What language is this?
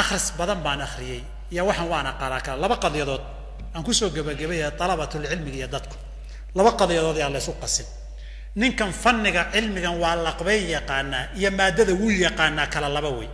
Somali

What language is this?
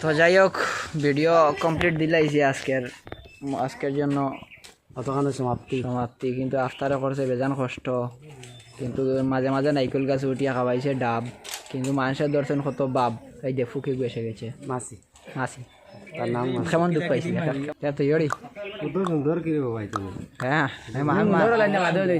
Sylheti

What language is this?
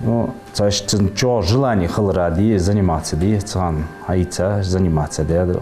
Ingush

